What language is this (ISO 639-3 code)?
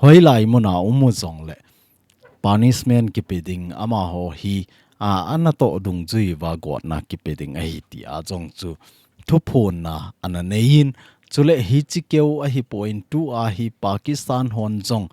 tcz